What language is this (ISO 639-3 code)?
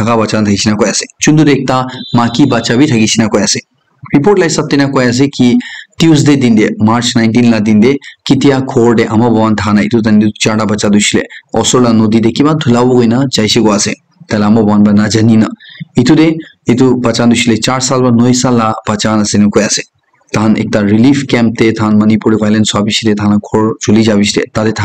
nag